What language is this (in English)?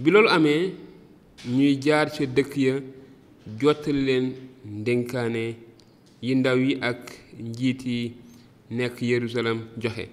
Wolof